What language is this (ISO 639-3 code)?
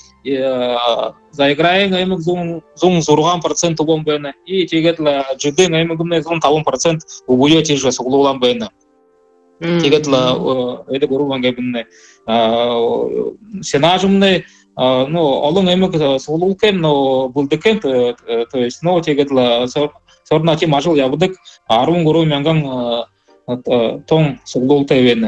bua